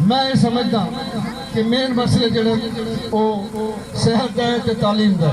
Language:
Saraiki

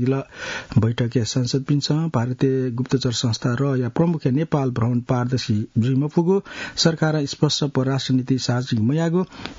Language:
Newari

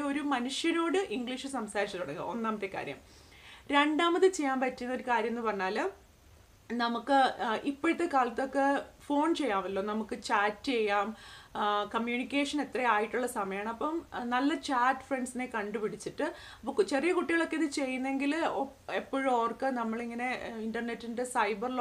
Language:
Malayalam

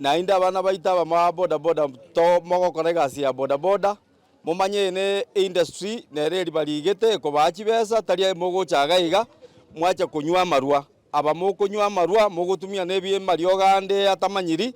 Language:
Gusii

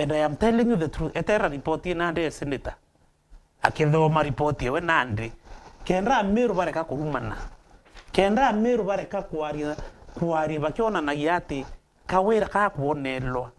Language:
Meru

